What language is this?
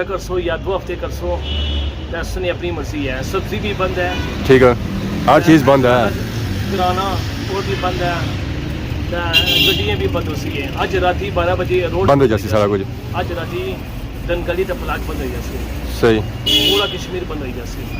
Pahari-Potwari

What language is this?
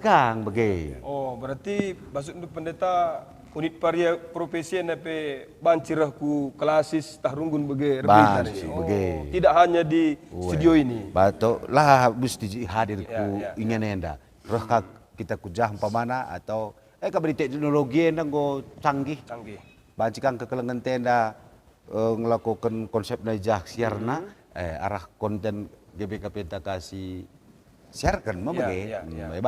Batak Karo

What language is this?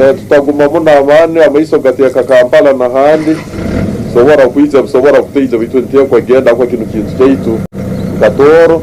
Tooro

